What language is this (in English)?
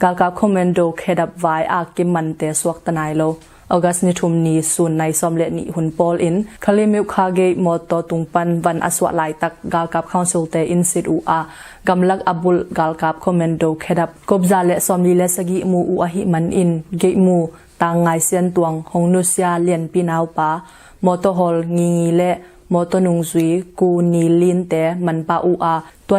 Tedim Chin